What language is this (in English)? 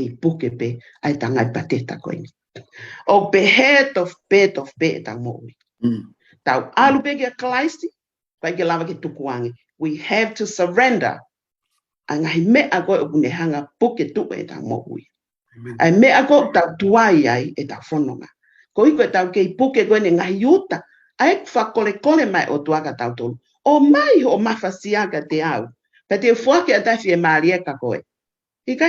Tongan